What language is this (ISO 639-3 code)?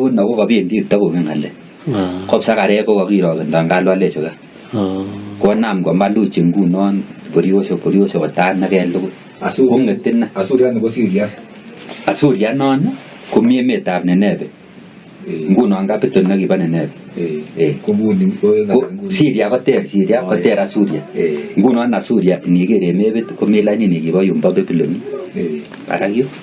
kln